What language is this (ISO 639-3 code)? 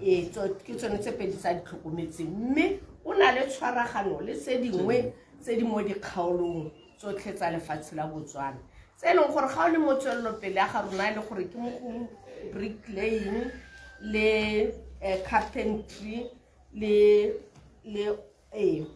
tsn